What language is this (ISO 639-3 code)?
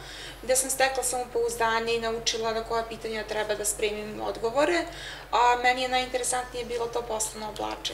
srp